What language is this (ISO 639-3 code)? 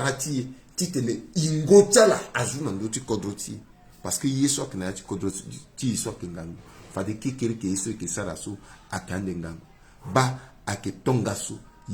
sag